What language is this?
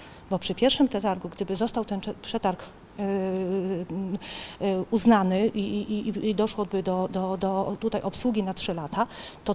Polish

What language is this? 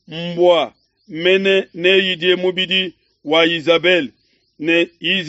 Luba-Lulua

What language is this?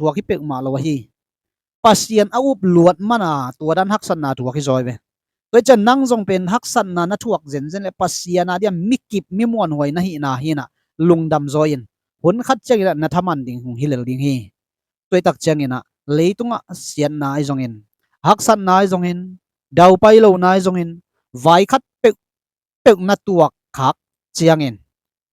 Tedim Chin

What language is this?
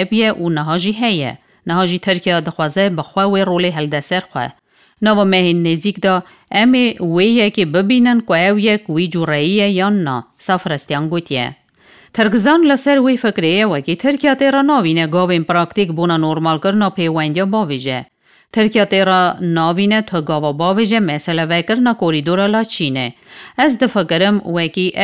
Kurdish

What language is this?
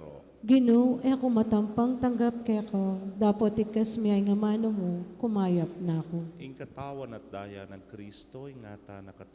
Pampanga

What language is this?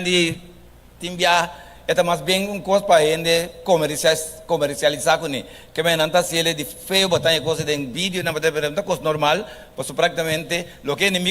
Papiamento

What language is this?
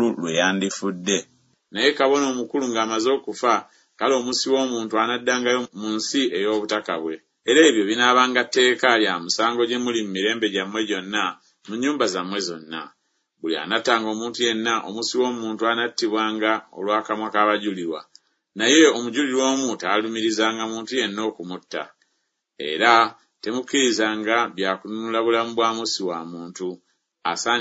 Ganda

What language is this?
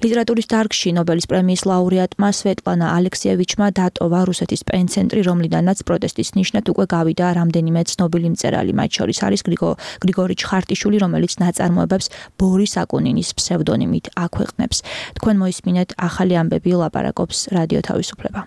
Georgian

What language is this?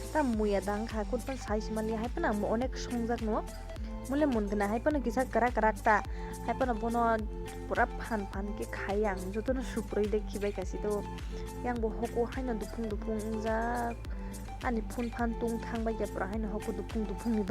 Kok Borok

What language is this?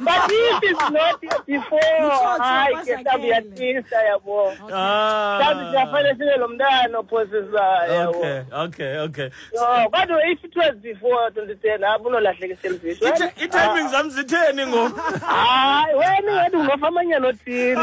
Xhosa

